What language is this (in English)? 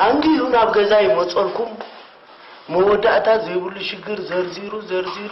Tigrinya